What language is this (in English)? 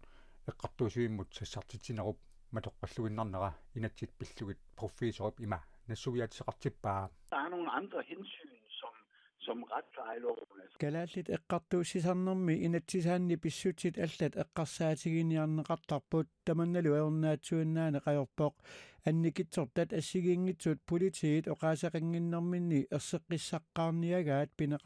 Kalaallisut